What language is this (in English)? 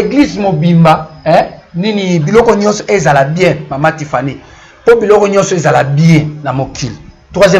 Lingala